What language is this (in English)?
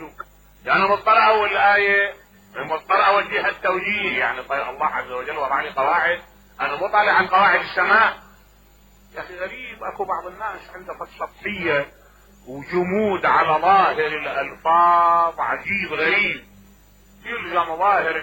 Mesopotamian Arabic